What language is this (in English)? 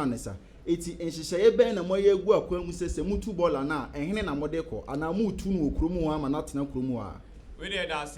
Akan